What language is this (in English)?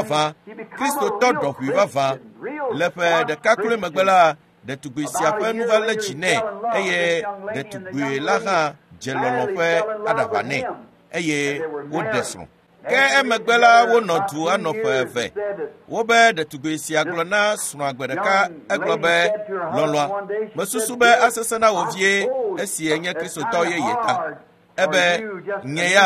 Ewe